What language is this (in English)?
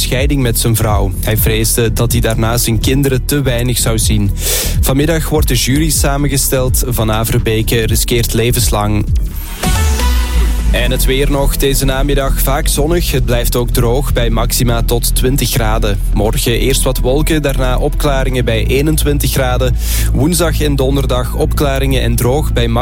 Dutch